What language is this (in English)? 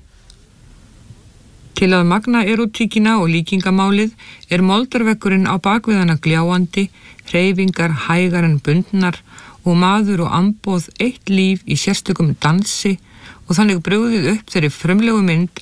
Icelandic